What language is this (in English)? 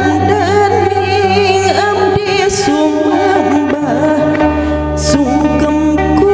Sundanese